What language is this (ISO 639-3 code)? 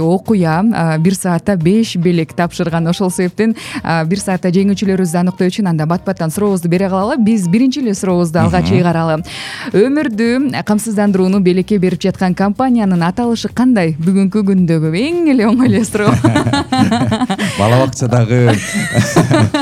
kir